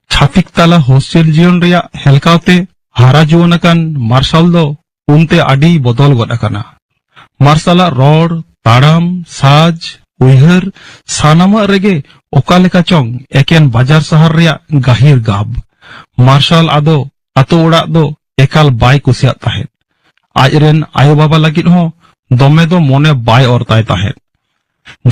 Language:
Santali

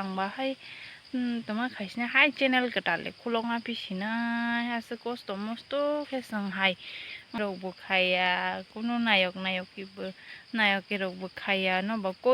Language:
Kok Borok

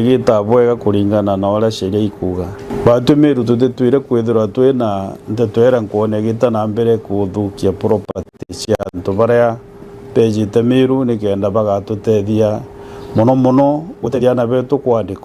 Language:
Meru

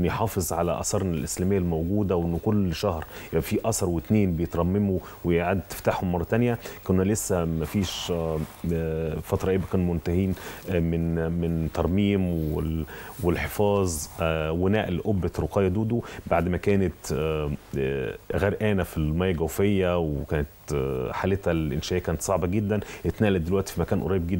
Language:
Egyptian Arabic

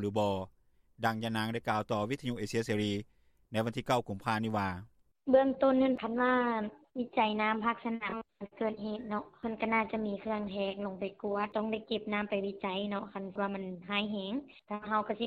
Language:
Lao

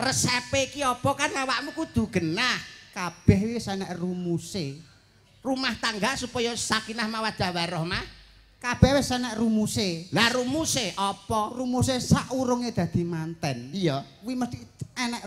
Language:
Javanese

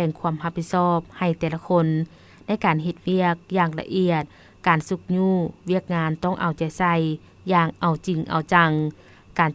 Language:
Lao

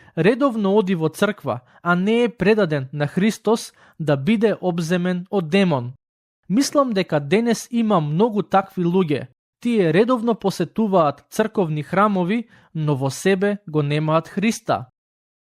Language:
Macedonian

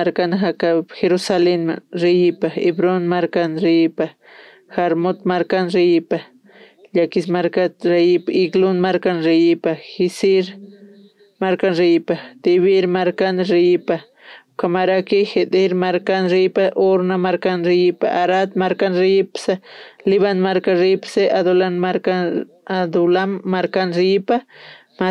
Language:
Aymara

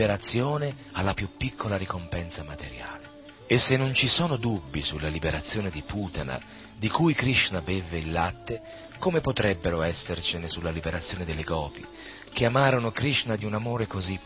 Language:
Italian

